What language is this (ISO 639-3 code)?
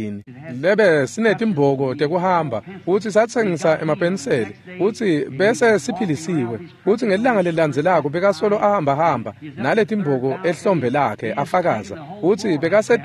ssw